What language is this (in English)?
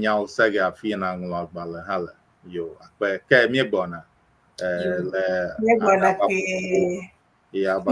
Ewe